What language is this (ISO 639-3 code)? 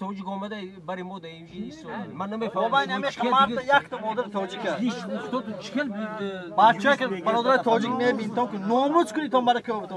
tgk